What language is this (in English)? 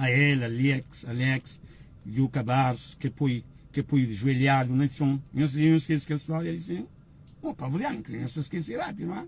Kabuverdianu